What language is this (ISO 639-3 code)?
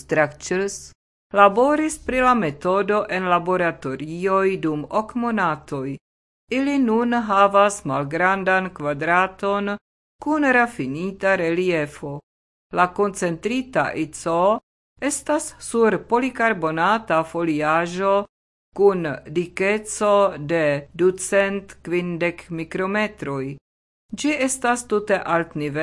epo